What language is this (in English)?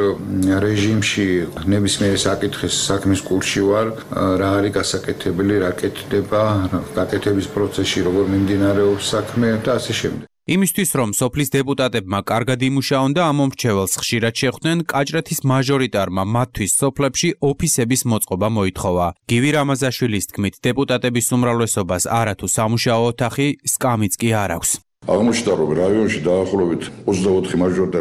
Georgian